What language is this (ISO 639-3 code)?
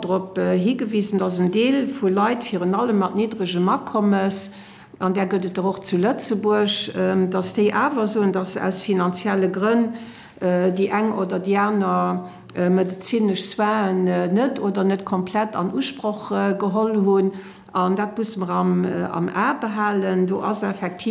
ltz